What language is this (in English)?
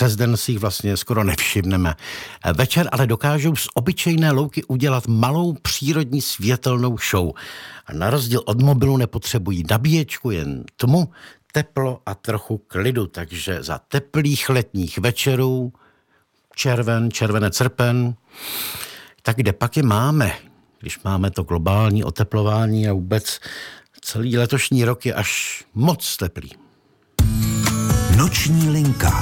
Czech